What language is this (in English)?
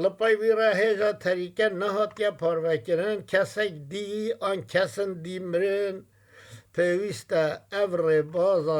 Kurdish